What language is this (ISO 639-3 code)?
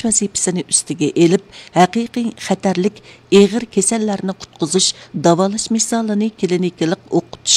uig